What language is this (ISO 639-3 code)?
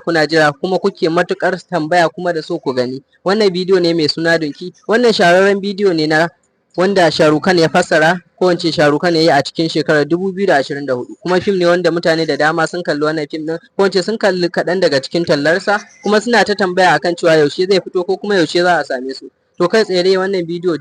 hau